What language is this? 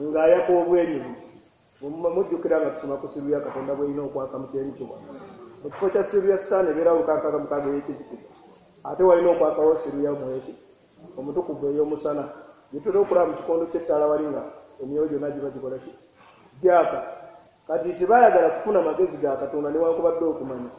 Ganda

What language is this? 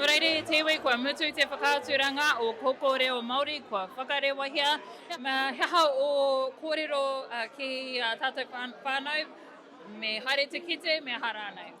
Māori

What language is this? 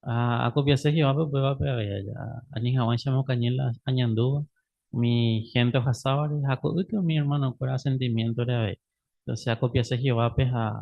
Guarani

